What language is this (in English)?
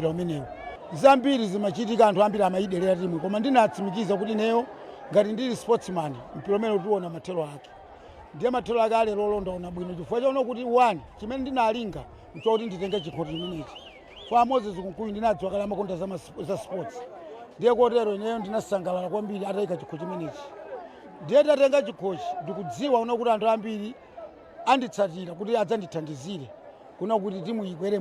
Nyanja